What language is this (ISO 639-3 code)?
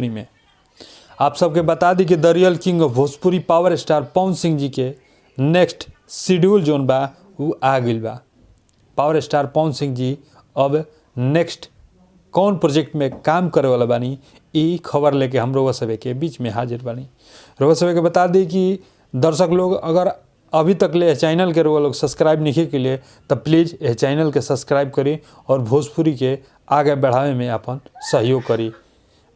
bho